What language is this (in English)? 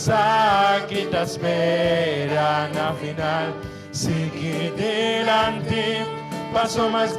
Papiamento